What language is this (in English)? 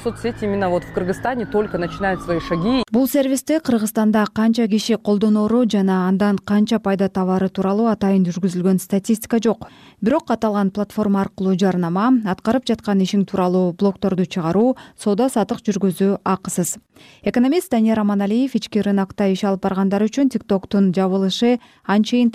Kyrgyz